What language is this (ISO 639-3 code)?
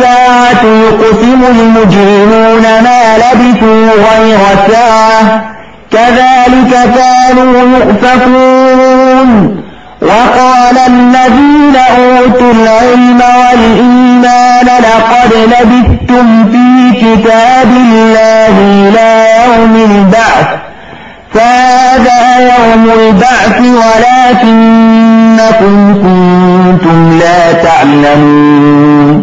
ara